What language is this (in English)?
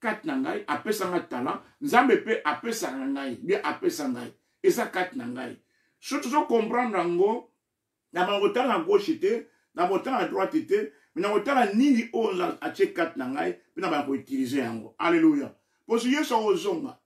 Lingala